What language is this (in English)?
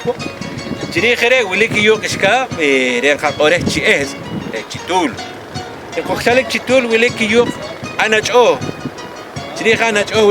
Poqomchi'